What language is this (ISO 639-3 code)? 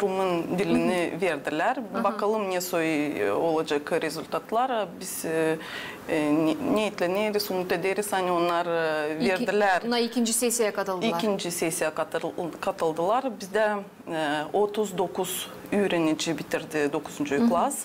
gag